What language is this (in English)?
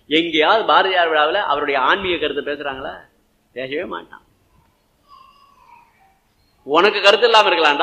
Tamil